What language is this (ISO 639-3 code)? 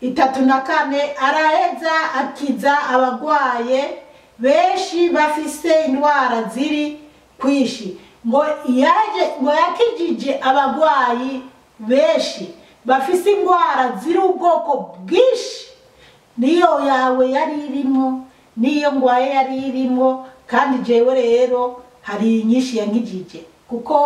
run